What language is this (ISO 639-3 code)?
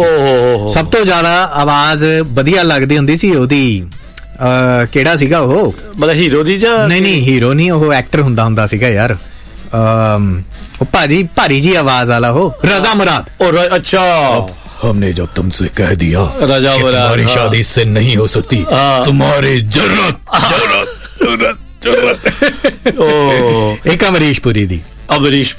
pan